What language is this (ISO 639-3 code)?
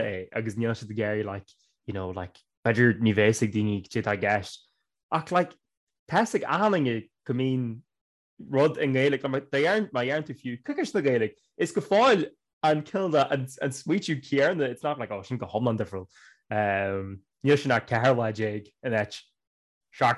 gle